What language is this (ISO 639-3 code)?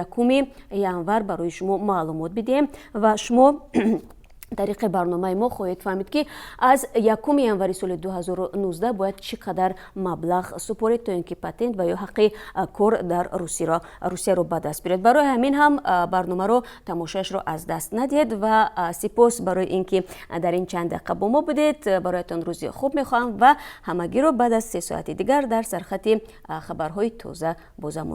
tgk